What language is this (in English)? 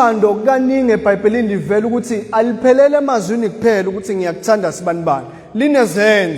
Zulu